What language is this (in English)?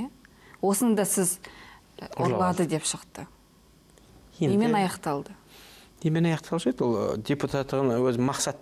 Kazakh